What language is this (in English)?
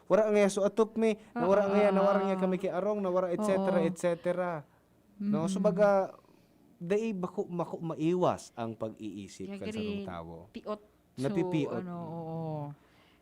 Bikol